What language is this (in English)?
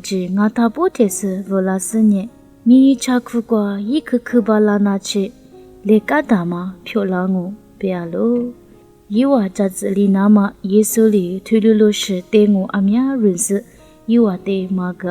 Lisu